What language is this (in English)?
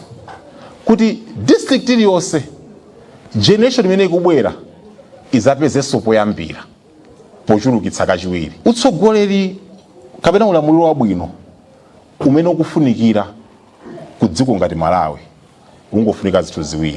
Nyanja